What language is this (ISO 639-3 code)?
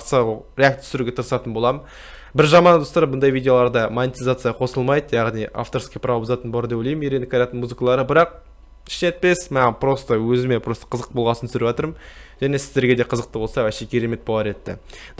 kaz